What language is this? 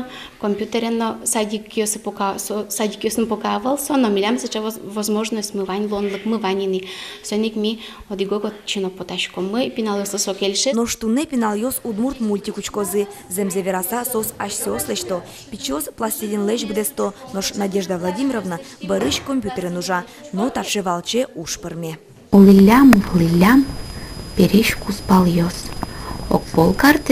Udmurt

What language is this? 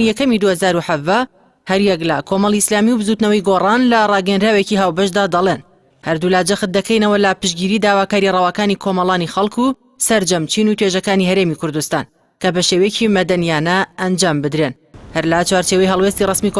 Central Kurdish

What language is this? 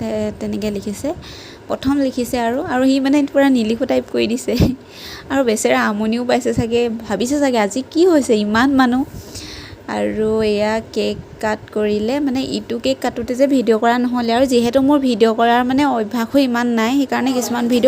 Assamese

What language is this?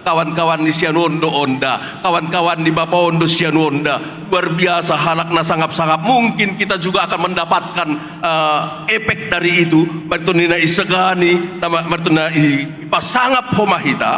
Batak Simalungun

